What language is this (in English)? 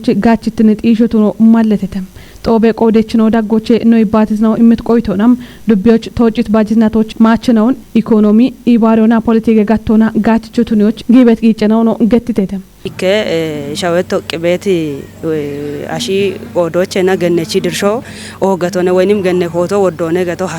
Kafa